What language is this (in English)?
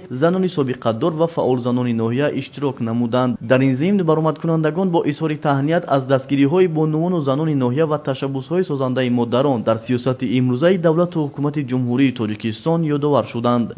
Tajik